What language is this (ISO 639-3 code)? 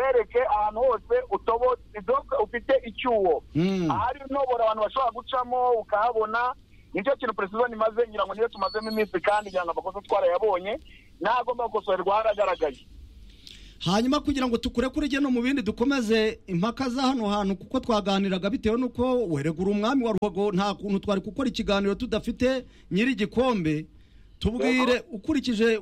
kin